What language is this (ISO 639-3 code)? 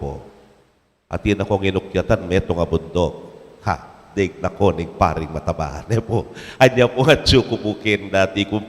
pam